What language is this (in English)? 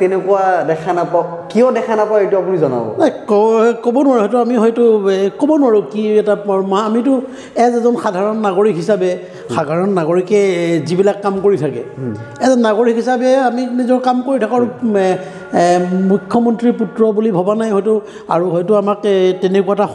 Assamese